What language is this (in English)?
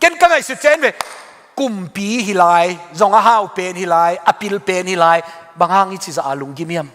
Tedim Chin